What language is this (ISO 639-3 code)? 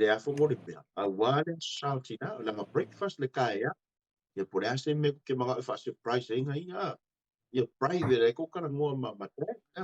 smo